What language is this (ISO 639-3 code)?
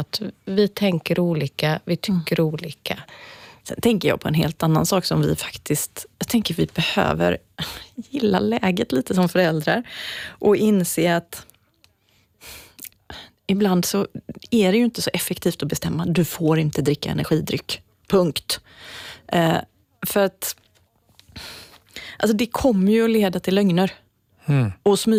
swe